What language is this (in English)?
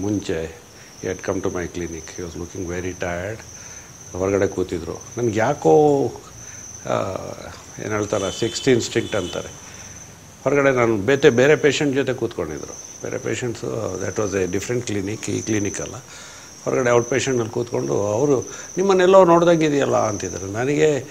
Kannada